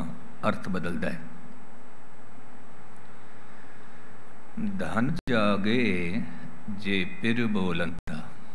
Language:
Punjabi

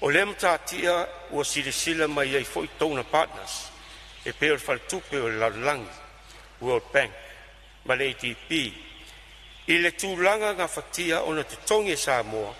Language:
Samoan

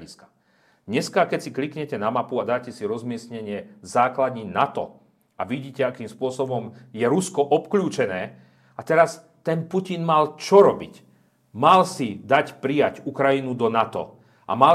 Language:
Slovak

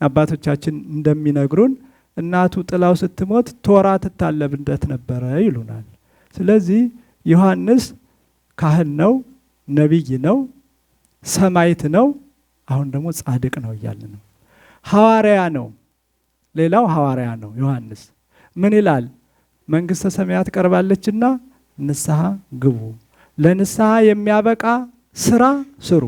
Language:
Amharic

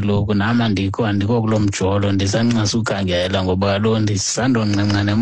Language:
Xhosa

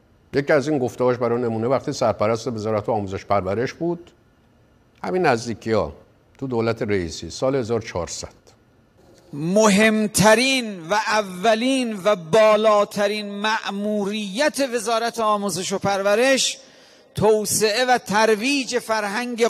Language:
Persian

